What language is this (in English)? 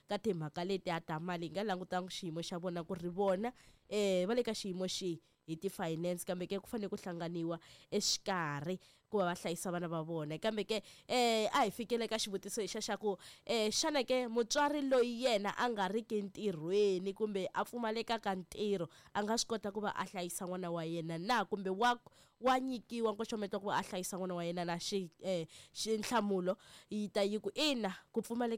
Tsonga